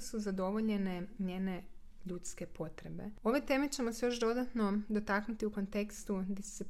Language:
Croatian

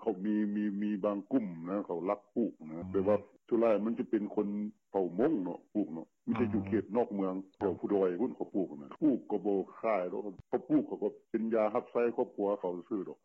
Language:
Lao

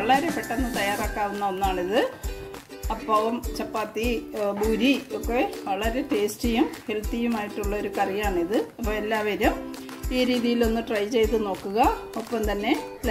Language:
Malayalam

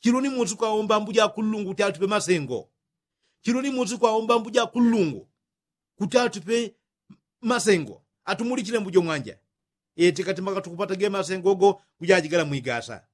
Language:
Yao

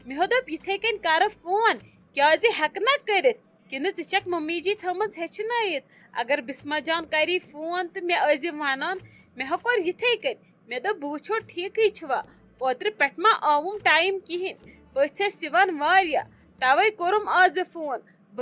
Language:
Kashmiri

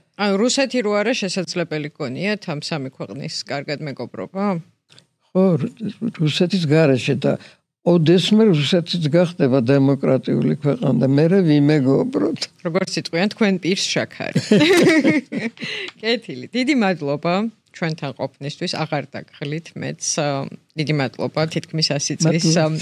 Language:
Georgian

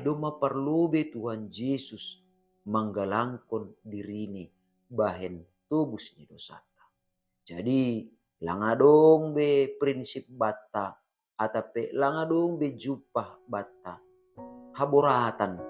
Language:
Batak Simalungun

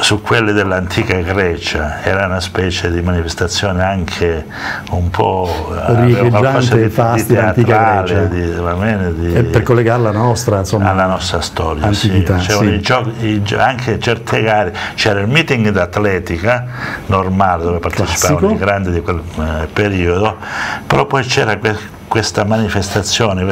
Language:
Italian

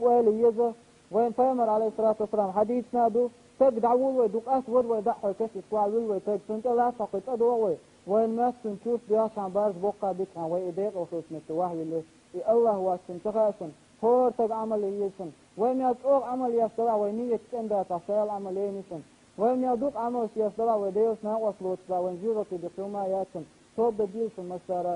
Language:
Chechen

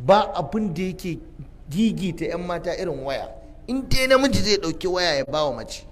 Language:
Hausa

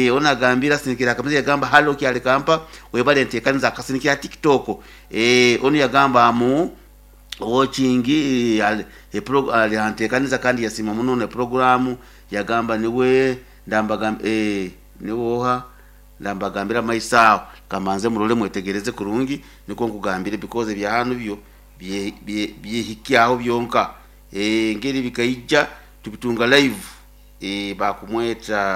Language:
Nyoro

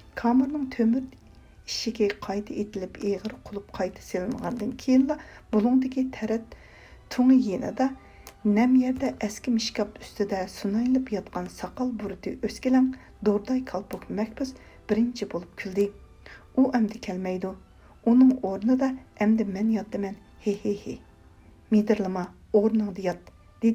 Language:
Uyghur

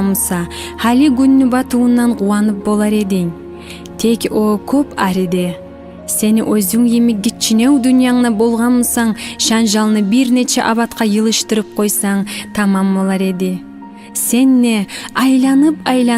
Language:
Kumyk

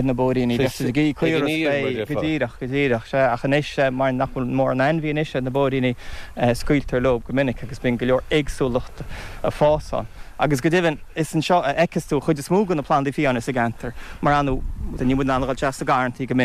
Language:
Irish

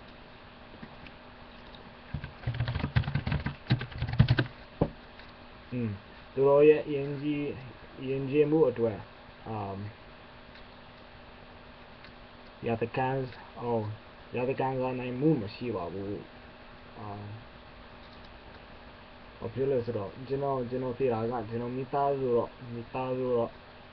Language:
Burmese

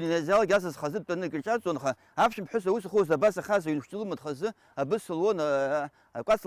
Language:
Abkhazian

